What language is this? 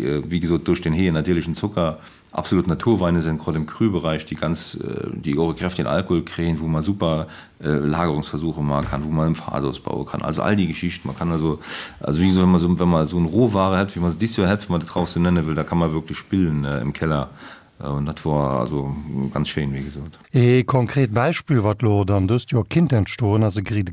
Luxembourgish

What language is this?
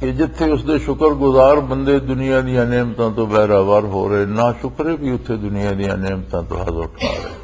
Western Panjabi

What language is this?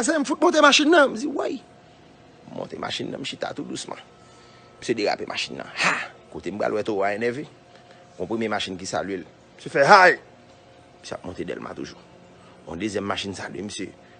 Haitian Creole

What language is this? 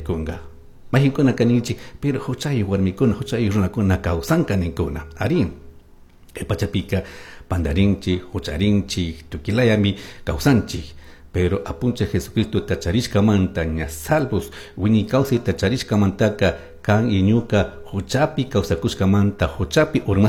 Chimborazo Highland Quichua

